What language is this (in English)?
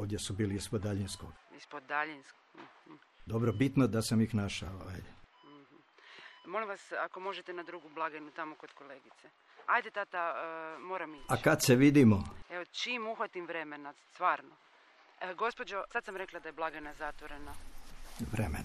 Serbian